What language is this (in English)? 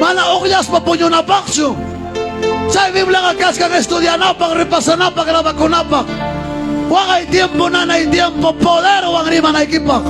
Ayacucho Quechua